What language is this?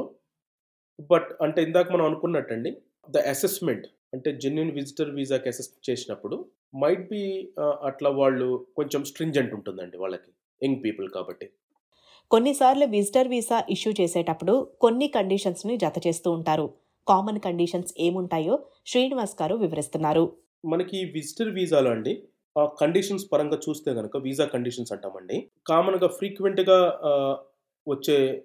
Telugu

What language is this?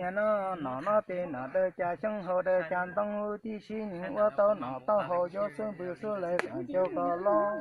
Hmong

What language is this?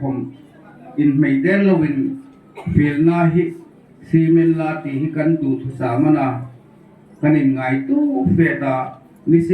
Hmar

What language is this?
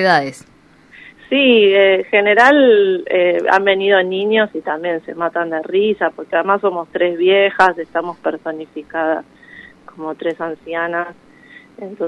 Spanish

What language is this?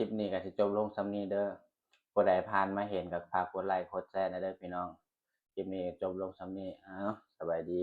Northeastern Thai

